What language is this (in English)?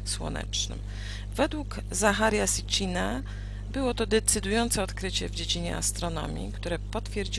Polish